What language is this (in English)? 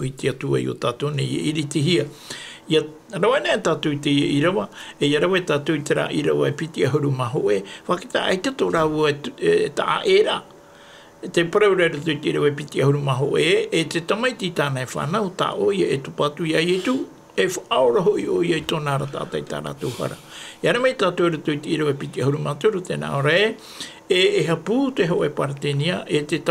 Tahitian